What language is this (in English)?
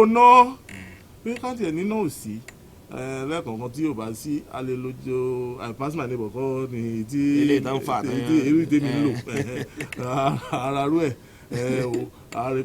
Yoruba